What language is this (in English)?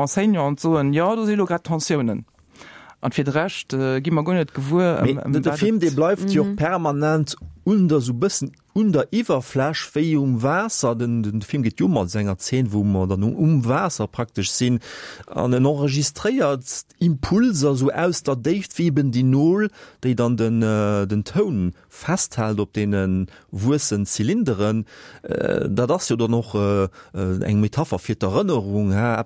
Luxembourgish